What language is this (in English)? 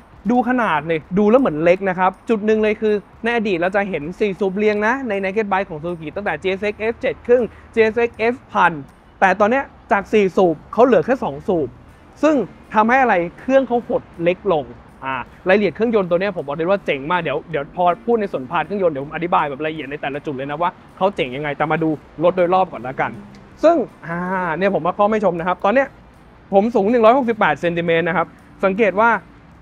Thai